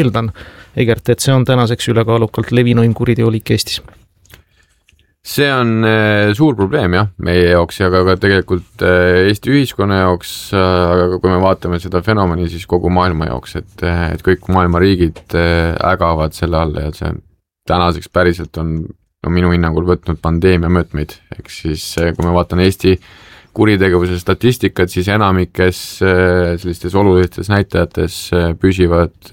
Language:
Estonian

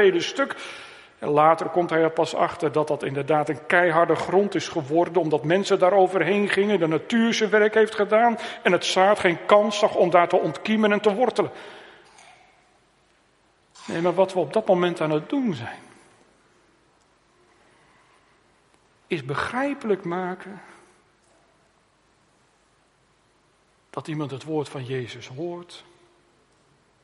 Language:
Dutch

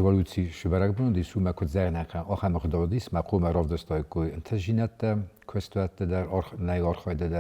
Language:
Ossetic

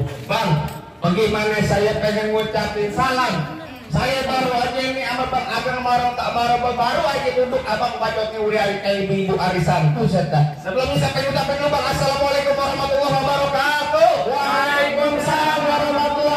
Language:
Betawi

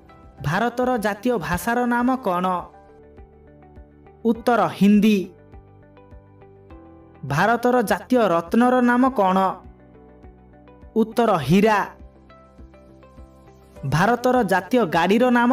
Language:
Odia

